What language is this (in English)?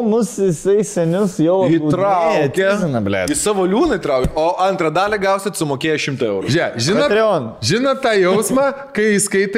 Lithuanian